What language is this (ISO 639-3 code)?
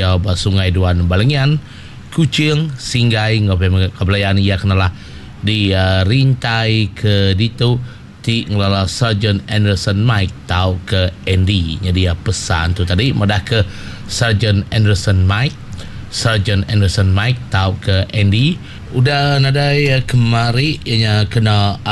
iba